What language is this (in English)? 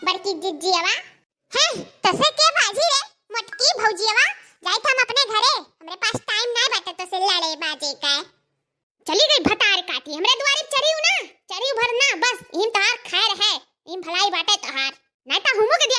Awadhi